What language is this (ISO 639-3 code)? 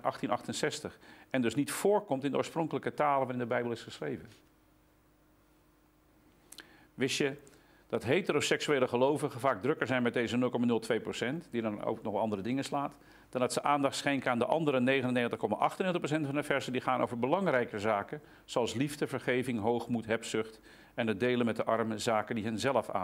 nld